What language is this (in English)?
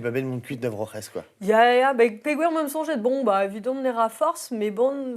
Breton